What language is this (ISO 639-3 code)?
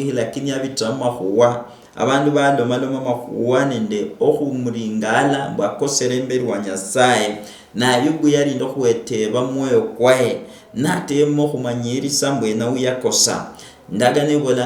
luy